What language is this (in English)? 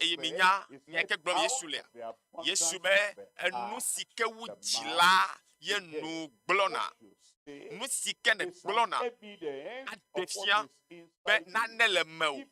Ewe